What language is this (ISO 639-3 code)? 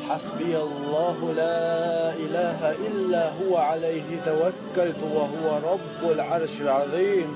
che